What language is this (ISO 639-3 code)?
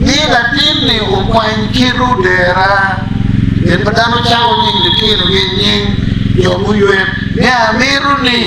ach